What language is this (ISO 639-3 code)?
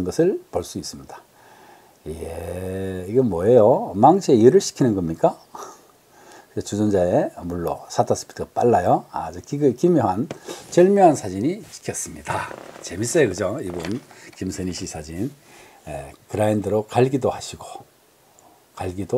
kor